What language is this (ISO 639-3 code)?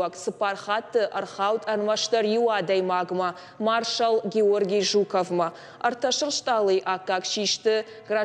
oss